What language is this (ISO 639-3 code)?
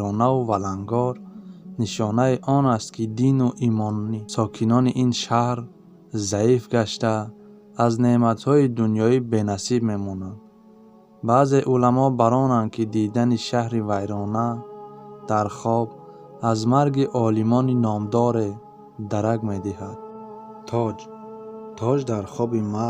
tgk